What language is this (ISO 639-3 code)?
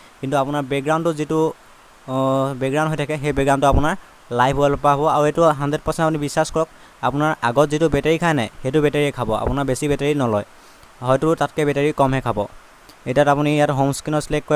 asm